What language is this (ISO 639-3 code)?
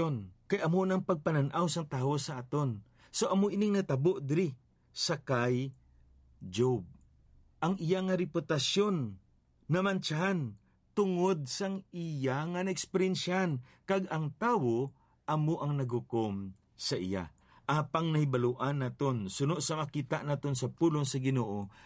hil